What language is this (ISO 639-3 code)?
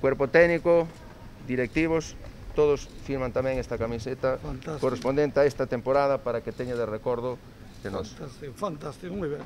glg